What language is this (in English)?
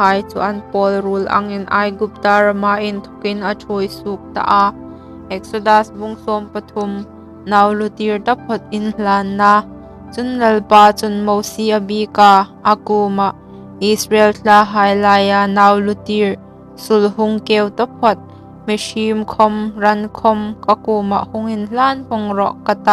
Hmar